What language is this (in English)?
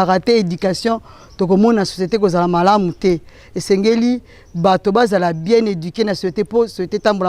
Lingala